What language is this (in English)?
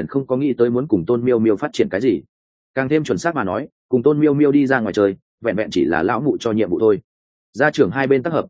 Vietnamese